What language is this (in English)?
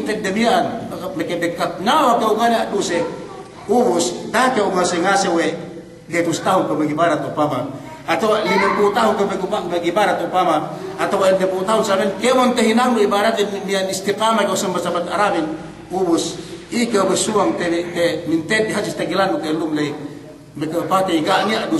Yakan